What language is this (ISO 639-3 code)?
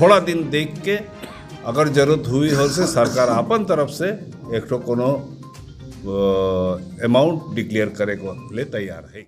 sck